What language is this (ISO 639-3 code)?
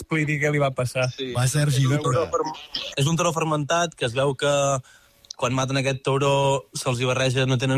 cat